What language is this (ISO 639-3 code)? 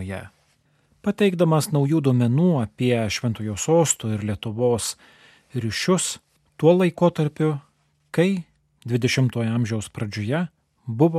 lit